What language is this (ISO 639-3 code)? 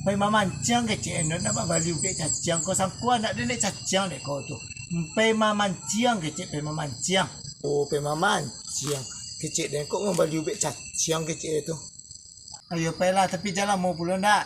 min